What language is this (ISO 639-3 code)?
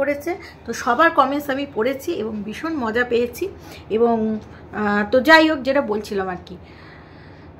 ben